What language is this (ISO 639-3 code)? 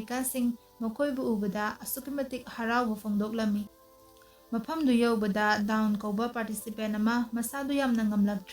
mni